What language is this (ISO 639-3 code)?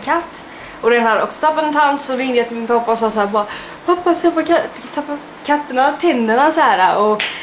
swe